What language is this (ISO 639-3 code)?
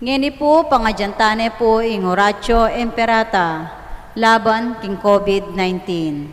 pam